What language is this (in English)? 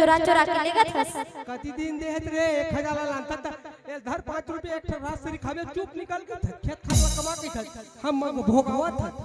Chhattisgarhi